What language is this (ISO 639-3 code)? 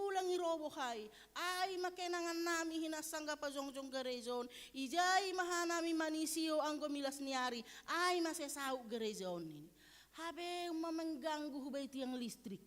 bts